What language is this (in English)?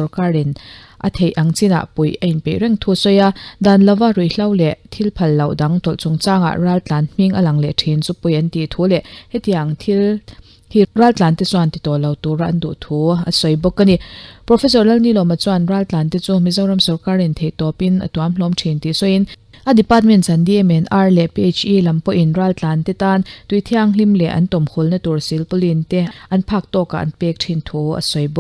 Mizo